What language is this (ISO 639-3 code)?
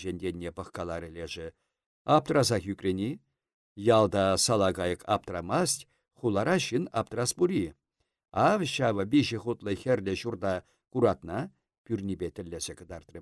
chv